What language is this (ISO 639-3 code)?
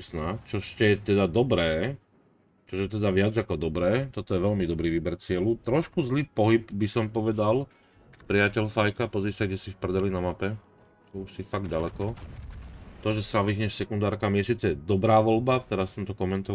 slk